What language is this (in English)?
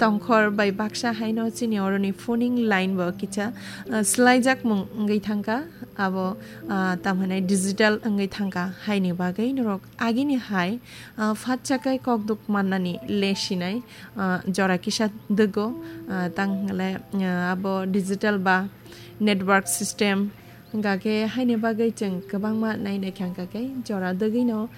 Kok Borok